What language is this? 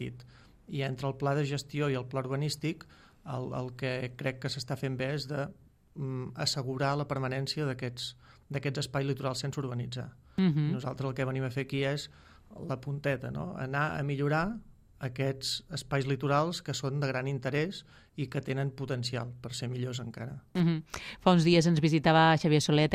Catalan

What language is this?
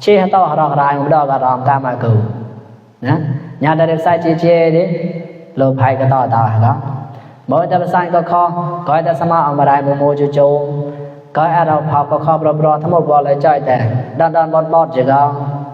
Mon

